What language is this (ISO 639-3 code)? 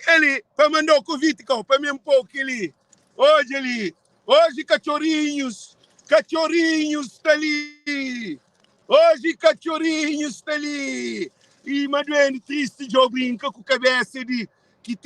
kea